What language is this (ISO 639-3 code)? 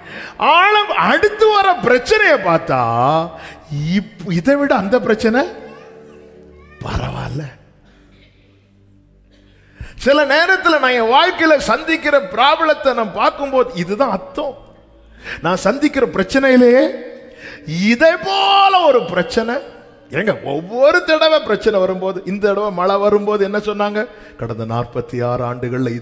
tam